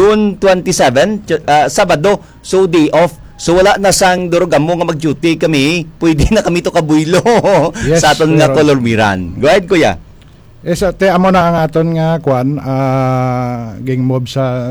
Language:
Hiligaynon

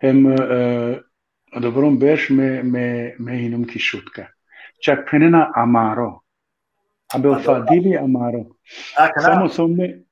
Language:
Balkan Romani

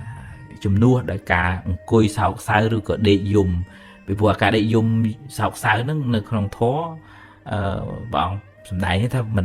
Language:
Khmer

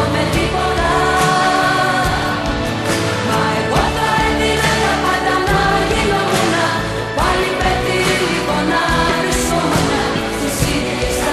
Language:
Greek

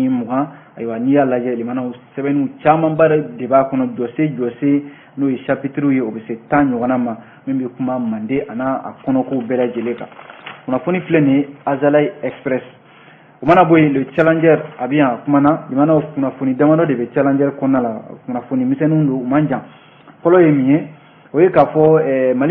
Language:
Bambara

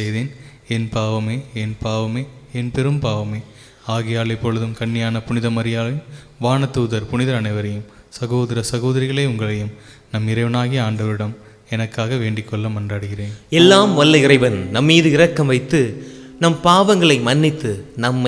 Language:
Tamil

